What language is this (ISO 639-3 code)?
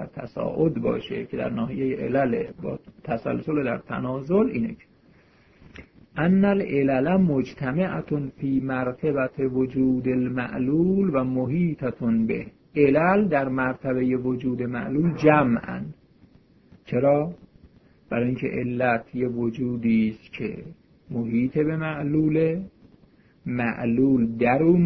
fas